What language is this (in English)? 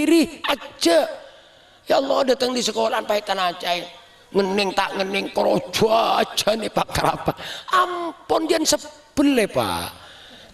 Madurese